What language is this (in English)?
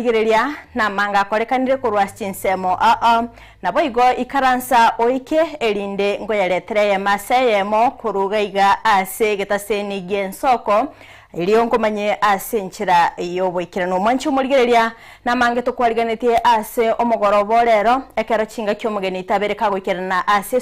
Gusii